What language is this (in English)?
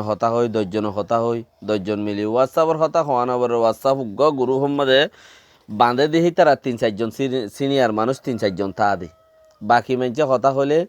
Rohingya